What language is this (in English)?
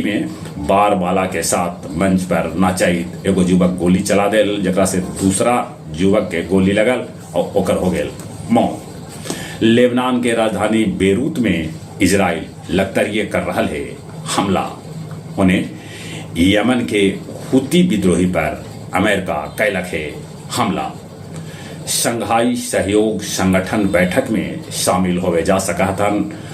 Magahi